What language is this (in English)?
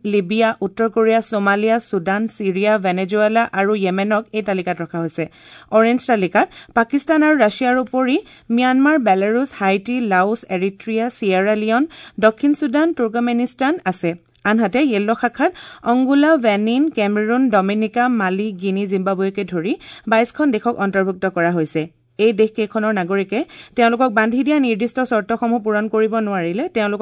Assamese